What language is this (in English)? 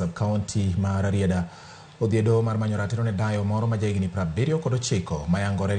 Luo (Kenya and Tanzania)